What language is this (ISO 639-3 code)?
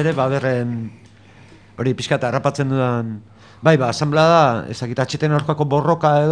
eus